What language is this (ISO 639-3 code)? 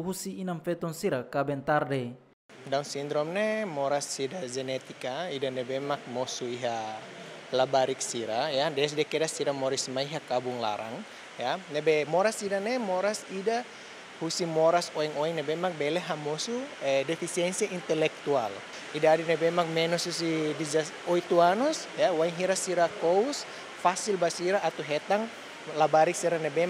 tet